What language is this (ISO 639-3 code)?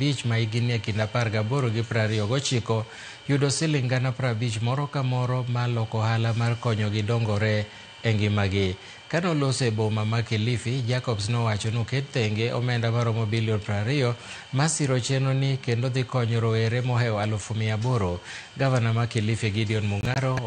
luo